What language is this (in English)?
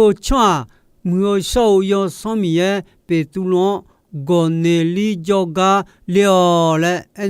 Akha